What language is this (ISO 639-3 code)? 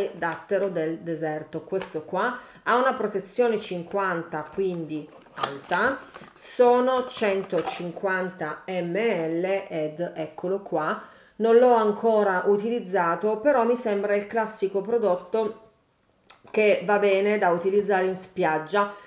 ita